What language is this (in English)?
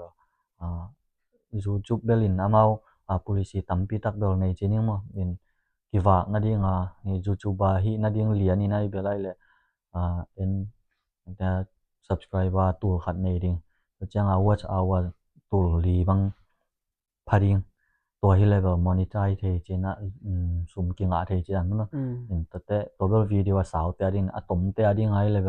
Tedim Chin